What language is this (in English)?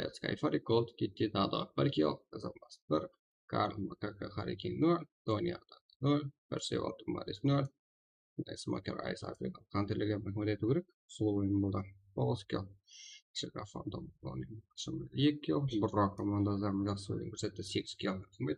Kara-Kalpak